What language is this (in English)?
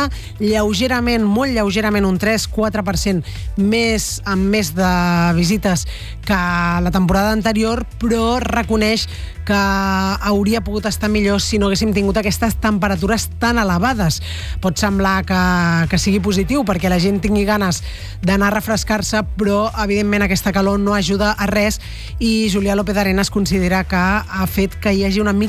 Catalan